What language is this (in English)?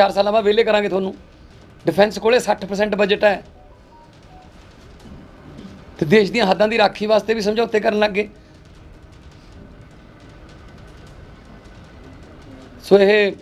Punjabi